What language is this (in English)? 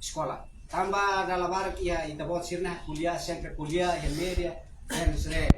Tetum